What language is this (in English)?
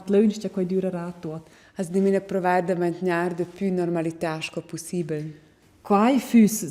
Romansh